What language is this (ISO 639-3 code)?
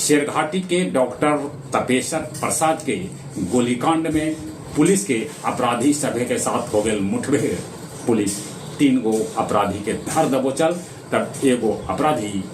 mag